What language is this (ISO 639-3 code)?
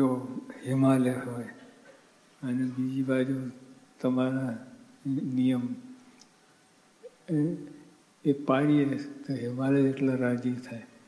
guj